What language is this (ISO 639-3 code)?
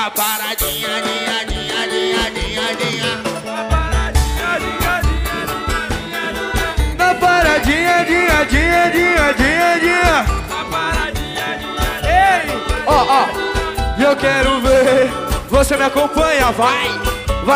por